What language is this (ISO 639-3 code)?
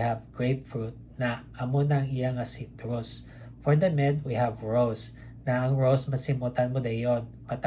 hil